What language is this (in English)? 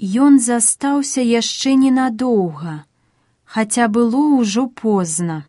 Belarusian